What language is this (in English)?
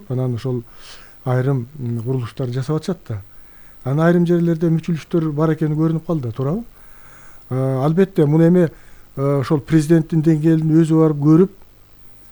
Kyrgyz